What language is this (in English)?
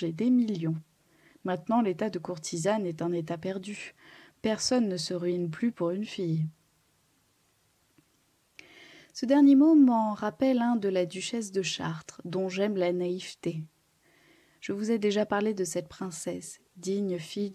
French